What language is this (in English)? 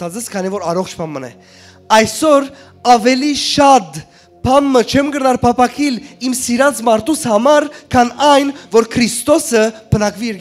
Western Armenian